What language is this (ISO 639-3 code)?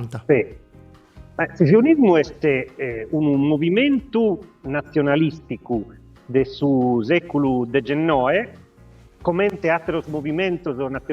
srd